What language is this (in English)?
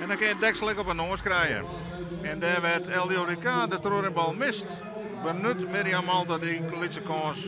Western Frisian